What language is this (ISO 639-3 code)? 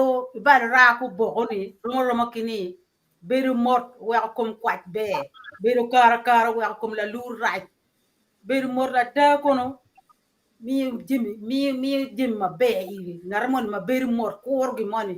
ach